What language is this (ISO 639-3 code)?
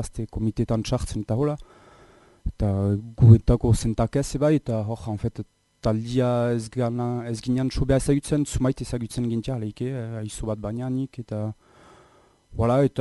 eus